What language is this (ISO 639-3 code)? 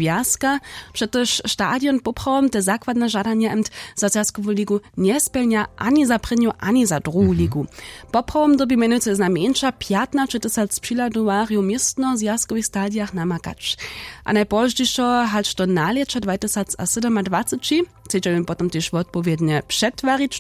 hsb